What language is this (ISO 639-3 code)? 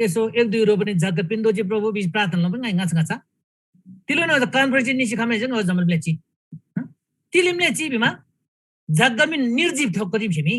taj